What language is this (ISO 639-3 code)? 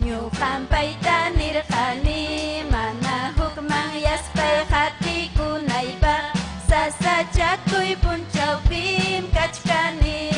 quy